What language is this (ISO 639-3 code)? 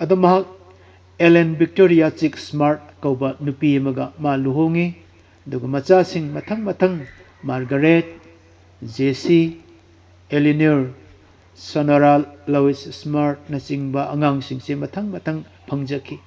mni